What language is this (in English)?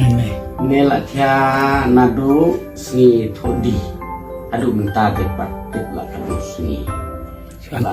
Khasi